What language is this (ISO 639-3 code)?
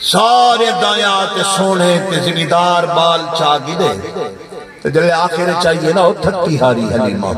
skr